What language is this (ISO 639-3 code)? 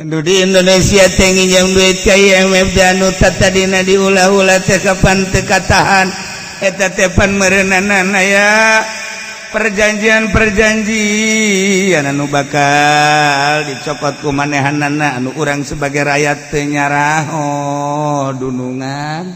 sun